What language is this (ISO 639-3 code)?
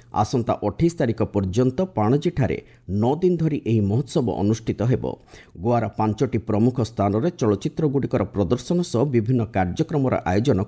ori